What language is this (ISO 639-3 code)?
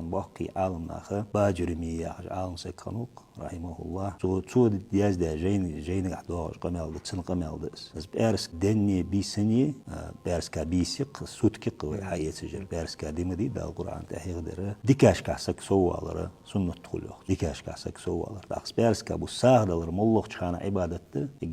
inh